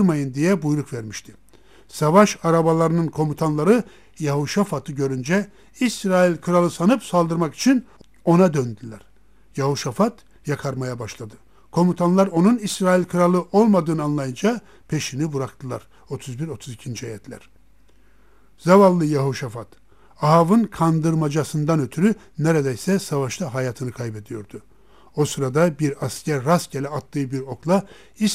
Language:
Turkish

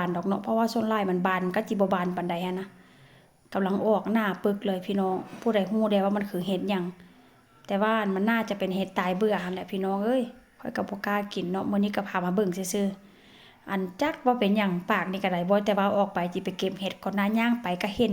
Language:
Northeastern Thai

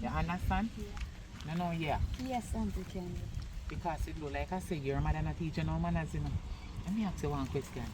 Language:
Jamaican Creole English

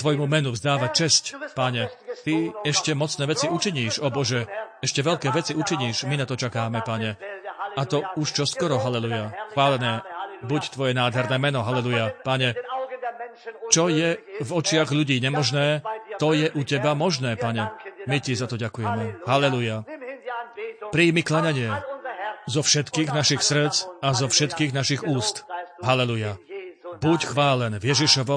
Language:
Slovak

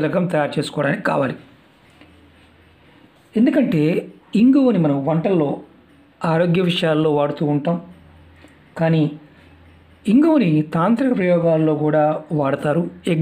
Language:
Telugu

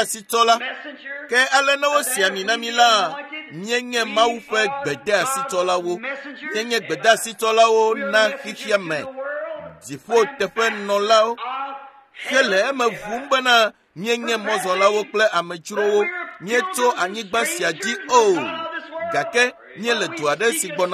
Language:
Ewe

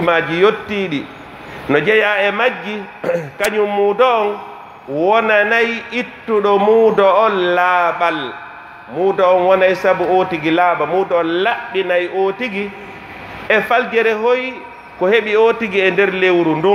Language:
Pular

